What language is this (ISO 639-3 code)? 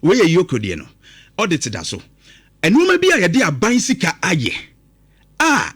aka